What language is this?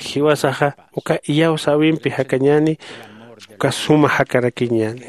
Aymara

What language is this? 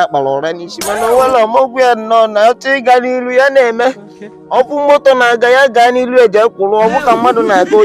Igbo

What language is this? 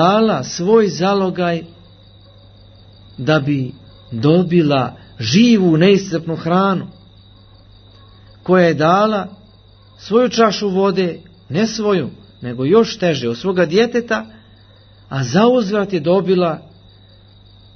Croatian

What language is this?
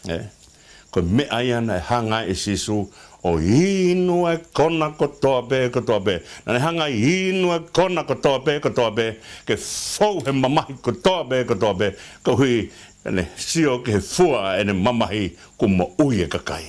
Tongan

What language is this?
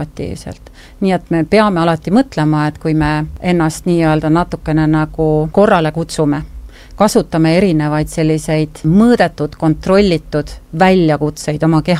Estonian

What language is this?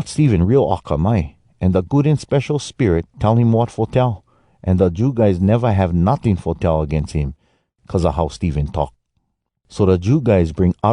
Hawai'i Creole English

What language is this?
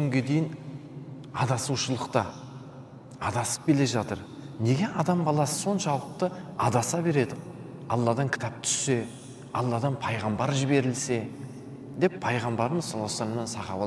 Kazakh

